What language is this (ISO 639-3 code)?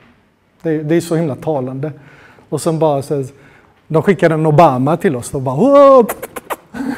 swe